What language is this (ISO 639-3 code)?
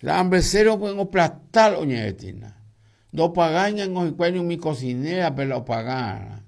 grn